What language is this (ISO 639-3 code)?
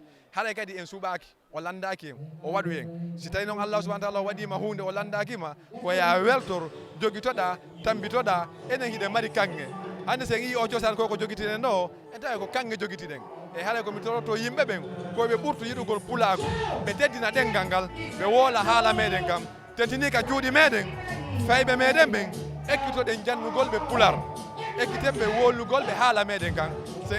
ful